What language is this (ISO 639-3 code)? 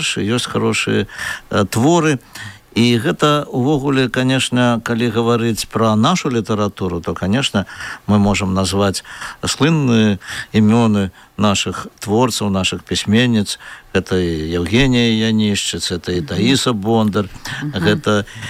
bel